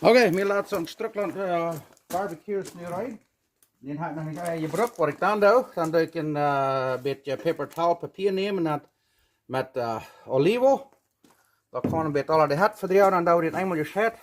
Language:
Plautdietsch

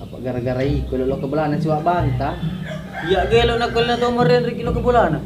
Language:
Buginese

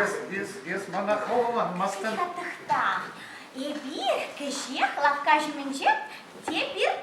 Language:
Chuvash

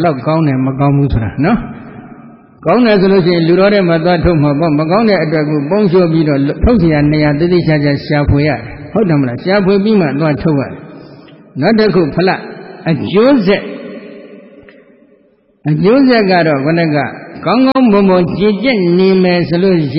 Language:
Burmese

